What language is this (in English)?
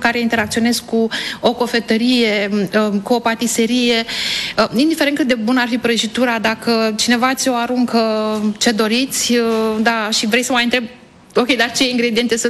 Romanian